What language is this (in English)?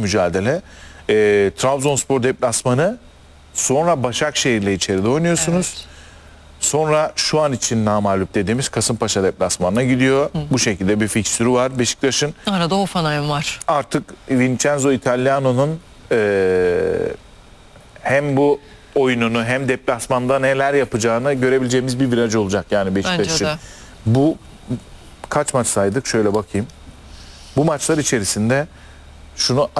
Turkish